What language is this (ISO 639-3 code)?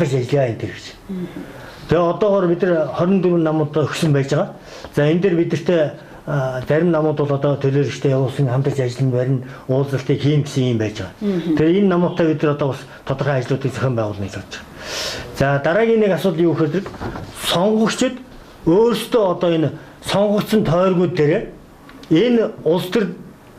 mon